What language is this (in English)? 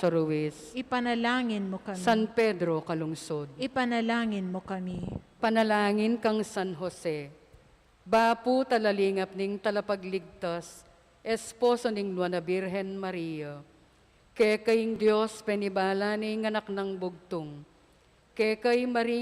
Pampanga